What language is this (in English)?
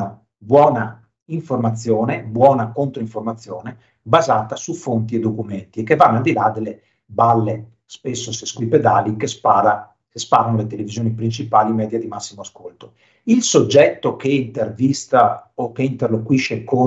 Italian